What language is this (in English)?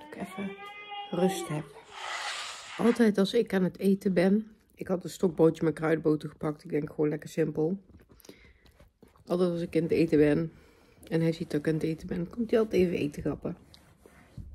Dutch